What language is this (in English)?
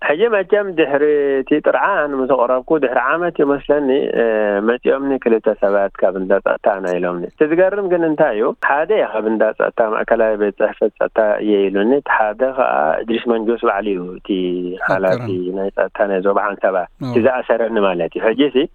Tigrinya